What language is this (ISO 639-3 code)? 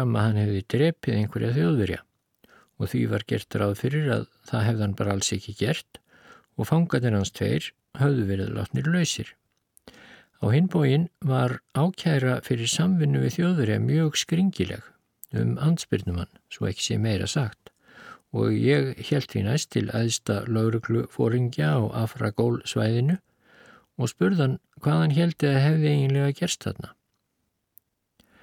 isl